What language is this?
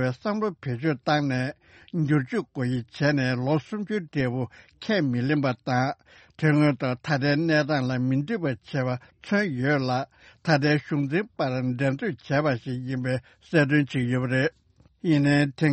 Tibetan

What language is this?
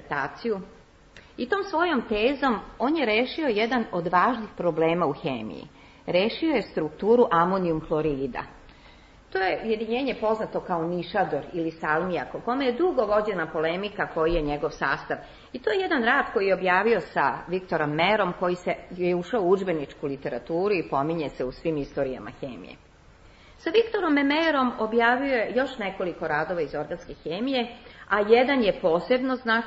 Serbian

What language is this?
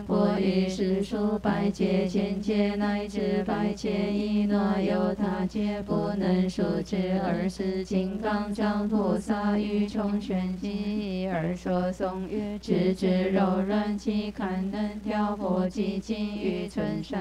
Chinese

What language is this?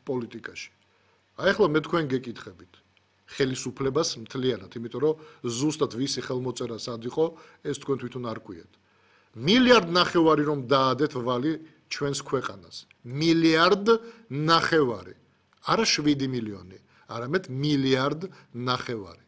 Georgian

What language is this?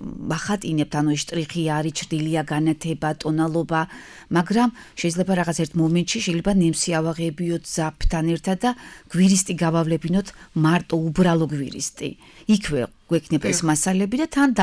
Georgian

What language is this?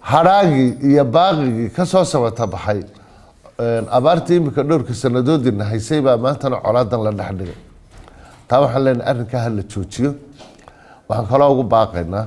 Somali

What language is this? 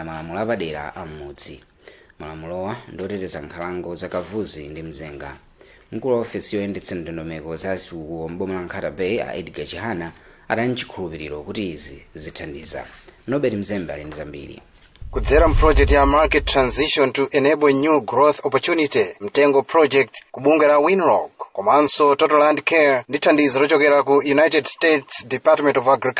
Nyanja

